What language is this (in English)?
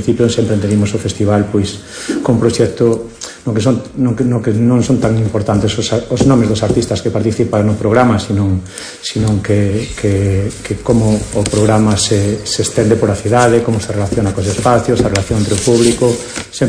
Galician